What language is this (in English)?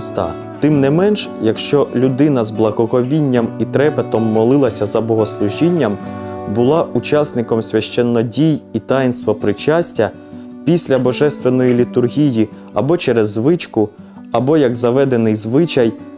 Ukrainian